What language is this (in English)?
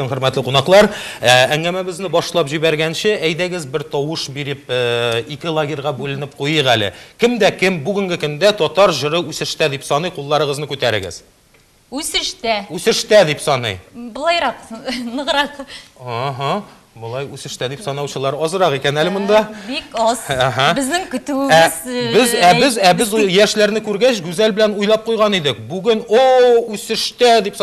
Tatar